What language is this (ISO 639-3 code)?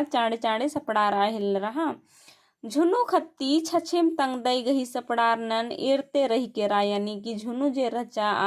kru